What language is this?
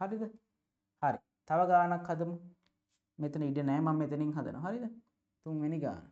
Sinhala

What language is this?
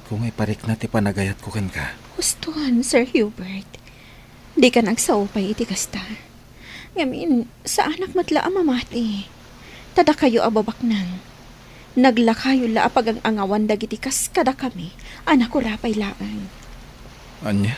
Iloko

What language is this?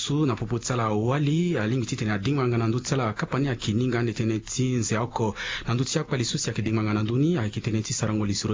Sango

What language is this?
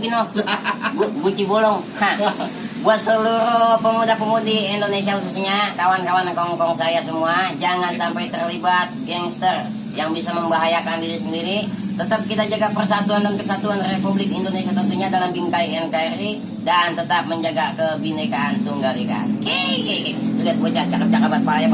Betawi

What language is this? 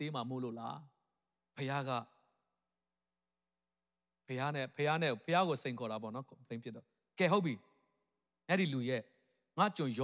Burmese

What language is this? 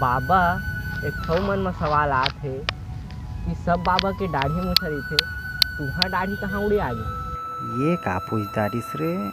Chhattisgarhi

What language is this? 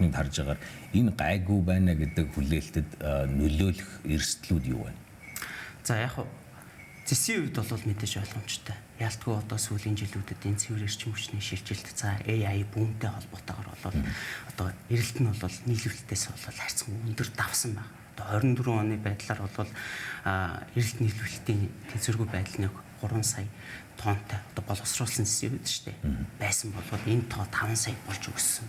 Mongolian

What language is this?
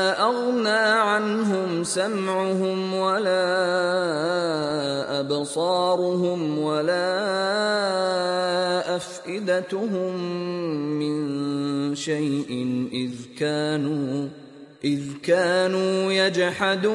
Arabic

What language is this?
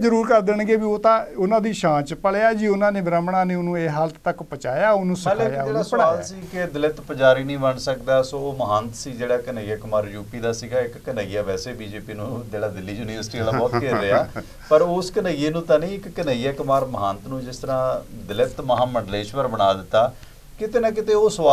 Punjabi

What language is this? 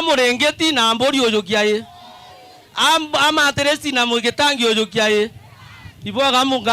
Meru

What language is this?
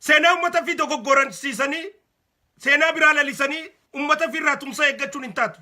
Oromo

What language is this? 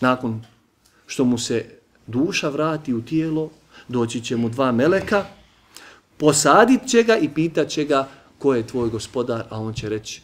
Bosnian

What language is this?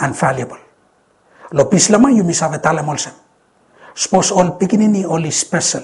Bislama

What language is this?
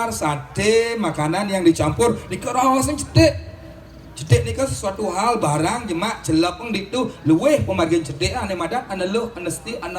Balinese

